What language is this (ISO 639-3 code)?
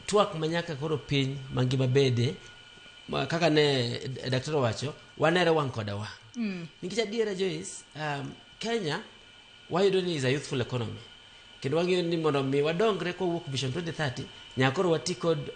luo